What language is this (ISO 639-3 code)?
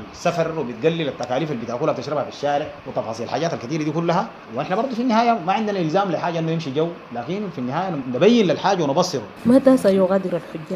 apd